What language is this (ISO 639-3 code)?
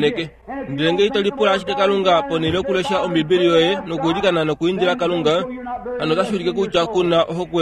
kua